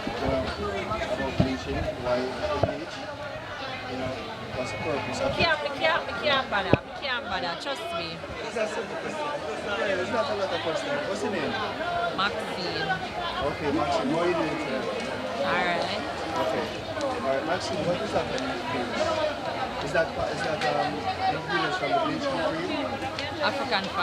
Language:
Jamaican Creole English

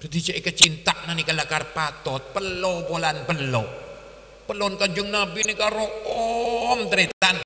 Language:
Madurese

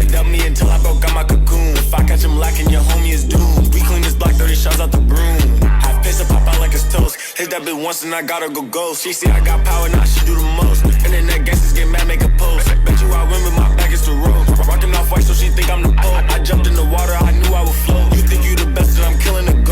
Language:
Jamaican Creole English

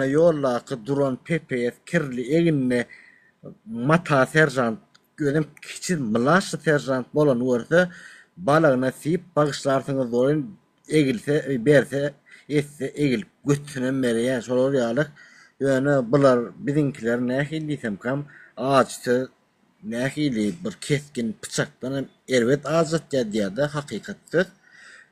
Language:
Turkmen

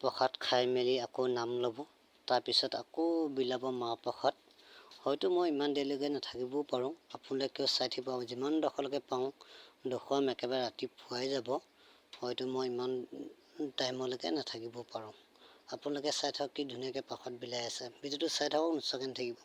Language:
Assamese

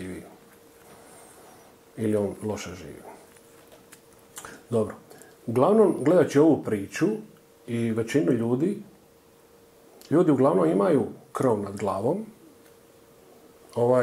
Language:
Croatian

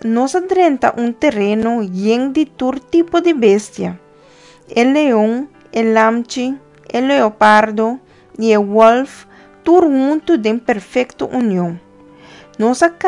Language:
Papiamento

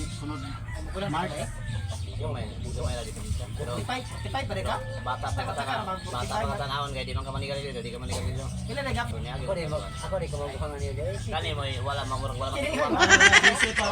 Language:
Cebuano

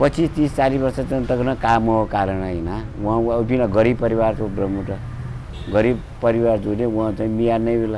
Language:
Newari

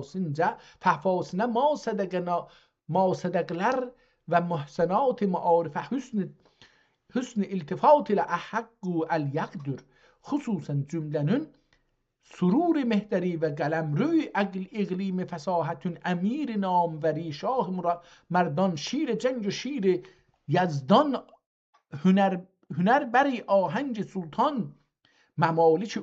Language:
South Azerbaijani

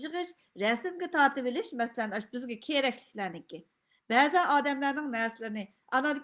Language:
Uyghur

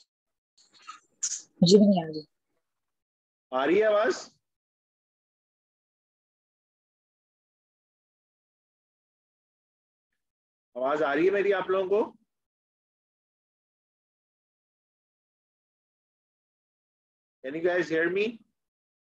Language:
Hindi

